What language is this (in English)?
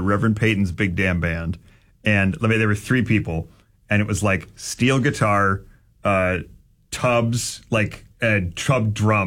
English